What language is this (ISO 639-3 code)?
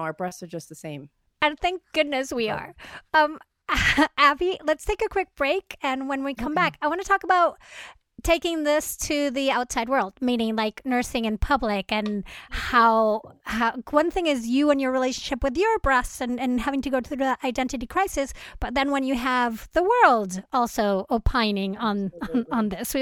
eng